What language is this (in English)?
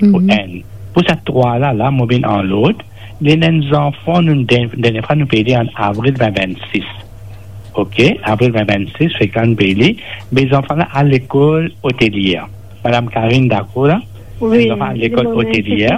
Morisyen